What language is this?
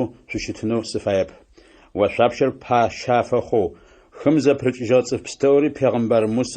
Adyghe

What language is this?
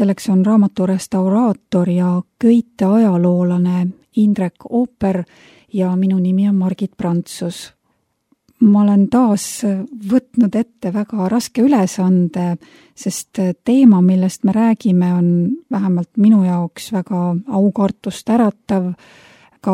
Estonian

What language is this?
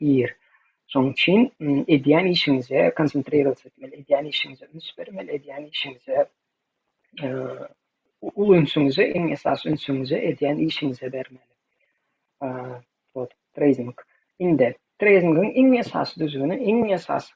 Turkmen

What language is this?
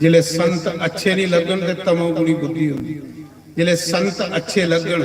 Dogri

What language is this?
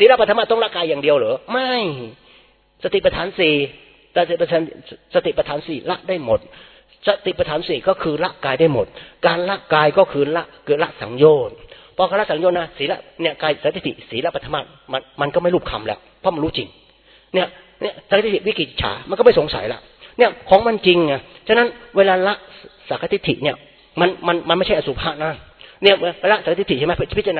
Thai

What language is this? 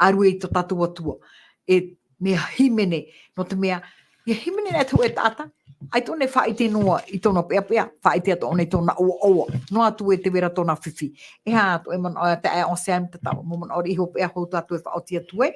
Tahitian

